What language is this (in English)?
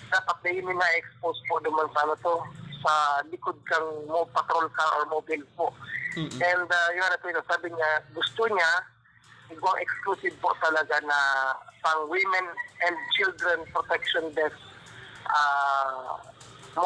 Bikol